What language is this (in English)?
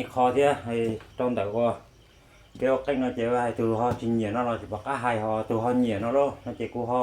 Hmong